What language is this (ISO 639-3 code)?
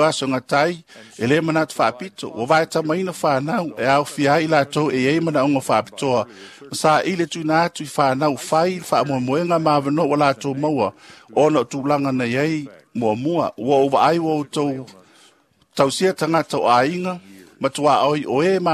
smo